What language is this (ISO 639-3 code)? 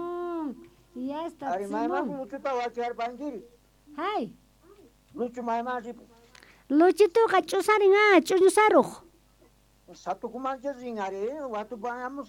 quh